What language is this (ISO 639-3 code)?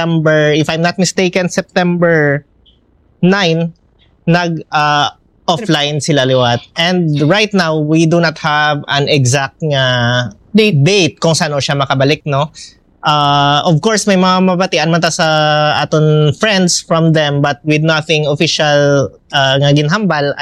hil